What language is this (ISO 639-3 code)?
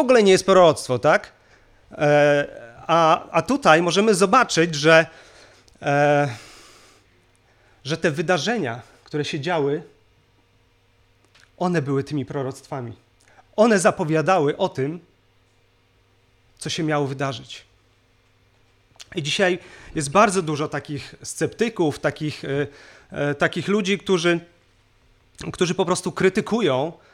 pol